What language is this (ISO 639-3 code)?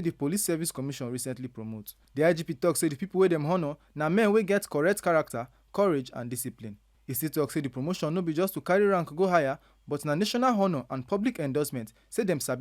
pcm